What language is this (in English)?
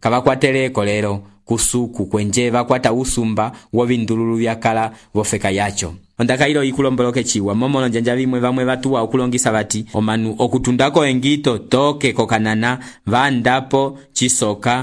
Umbundu